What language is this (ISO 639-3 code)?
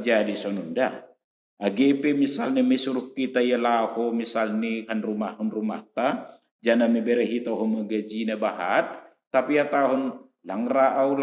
bts